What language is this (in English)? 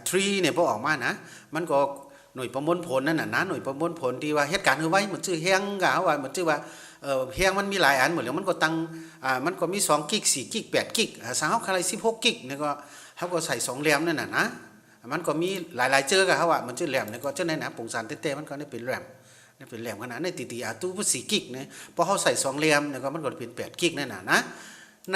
Shan